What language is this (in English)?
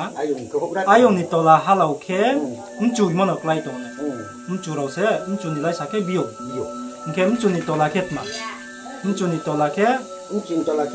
Riang (India)